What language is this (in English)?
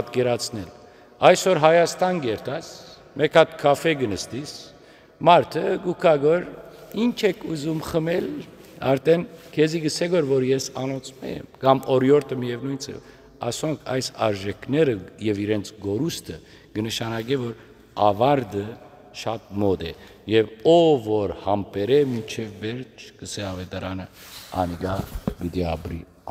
Western Armenian